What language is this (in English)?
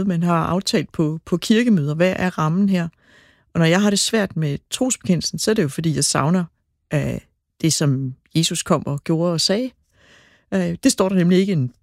Danish